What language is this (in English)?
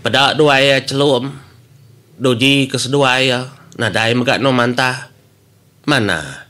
Iban